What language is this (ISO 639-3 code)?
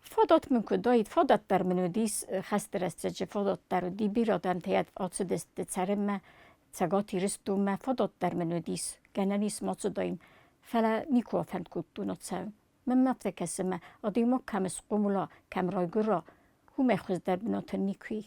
oss